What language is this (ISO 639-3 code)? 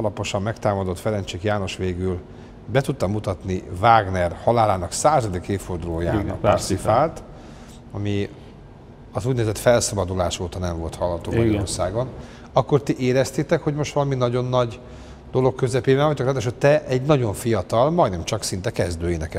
hun